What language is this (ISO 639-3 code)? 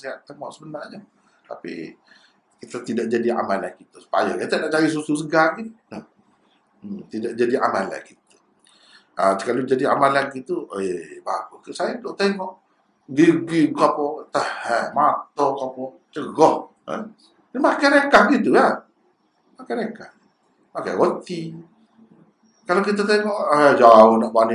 msa